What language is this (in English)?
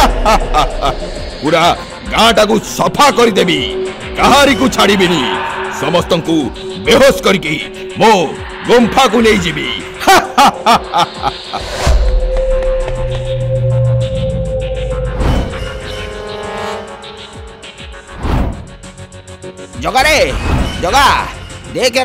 Odia